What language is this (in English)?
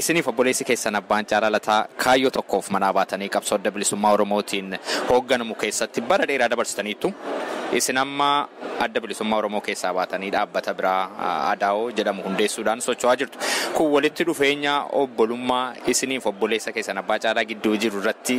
Oromo